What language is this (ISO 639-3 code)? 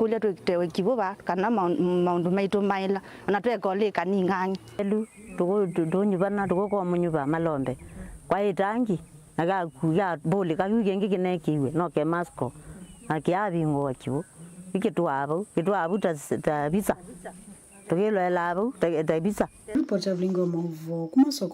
kam